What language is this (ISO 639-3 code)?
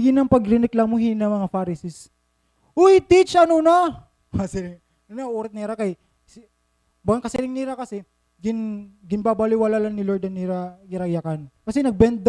war